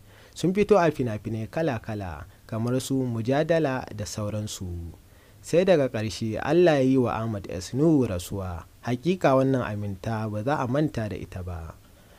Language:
Hausa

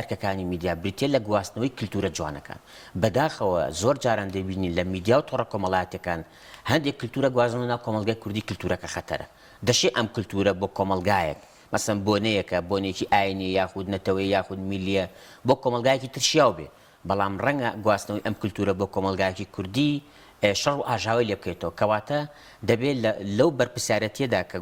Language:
Central Kurdish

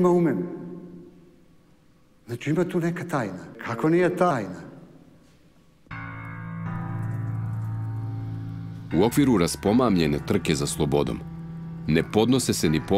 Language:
Serbian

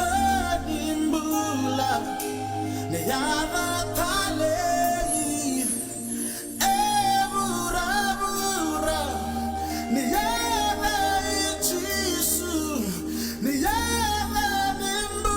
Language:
Fijian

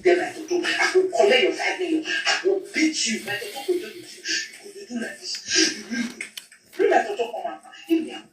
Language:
Nigerian Pidgin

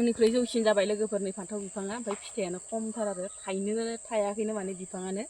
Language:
Bodo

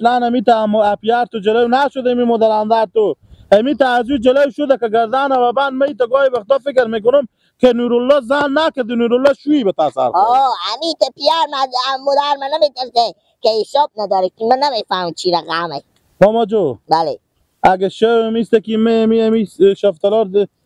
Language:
Persian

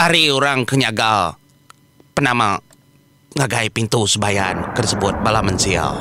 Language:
Iban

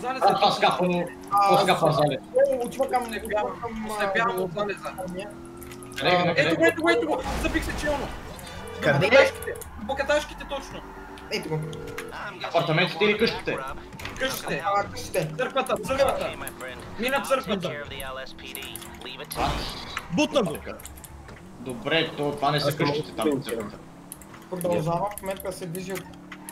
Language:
Bulgarian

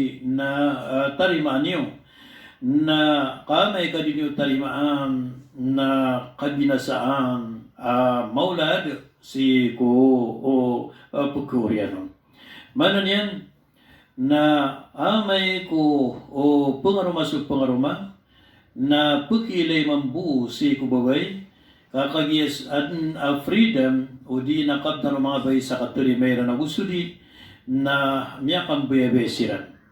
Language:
Maranao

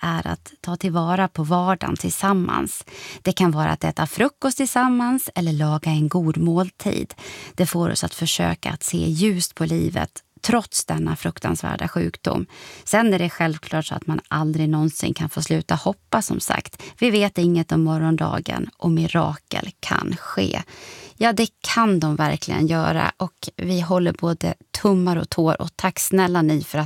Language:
Swedish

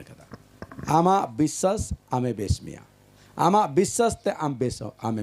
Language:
Santali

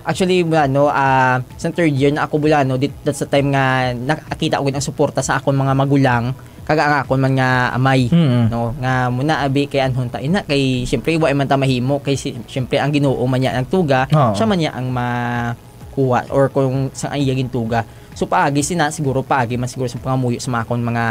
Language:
Hiligaynon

